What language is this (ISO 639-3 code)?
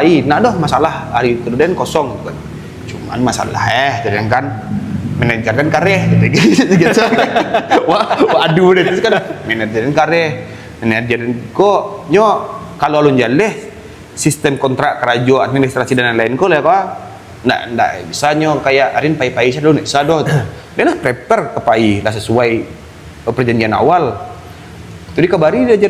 min